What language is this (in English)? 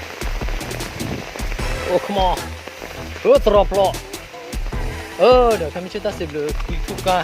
S'gaw Karen